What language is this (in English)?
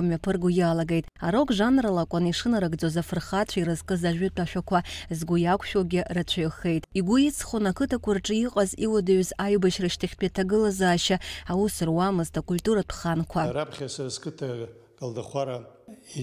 Abkhazian